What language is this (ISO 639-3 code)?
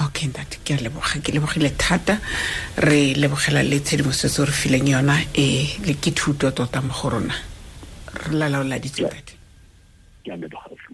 tsn